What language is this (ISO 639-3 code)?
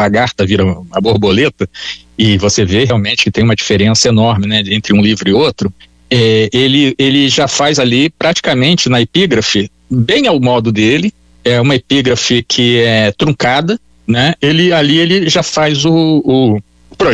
por